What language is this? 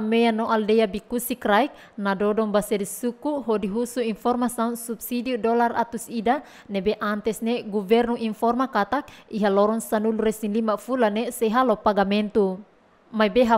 Tetum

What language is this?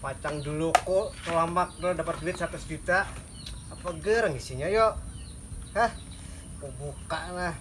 Banjar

